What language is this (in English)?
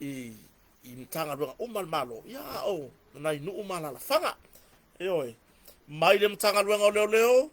Samoan